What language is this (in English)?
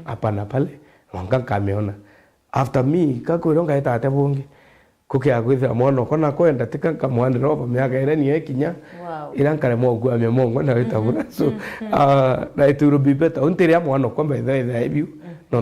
Meru